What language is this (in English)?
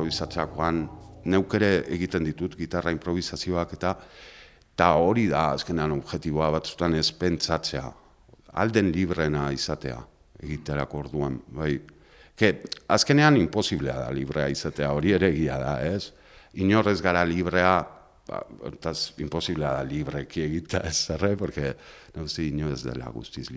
Basque